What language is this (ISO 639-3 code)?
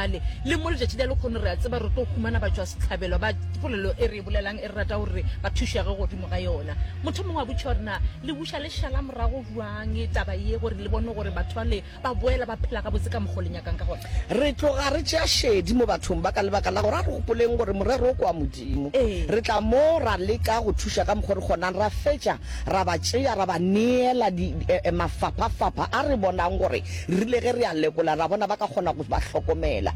nso